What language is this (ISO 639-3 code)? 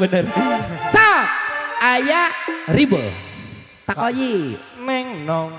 sun